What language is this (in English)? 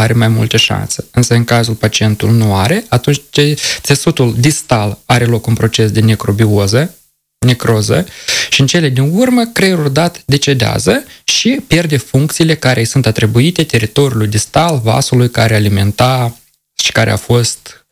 Romanian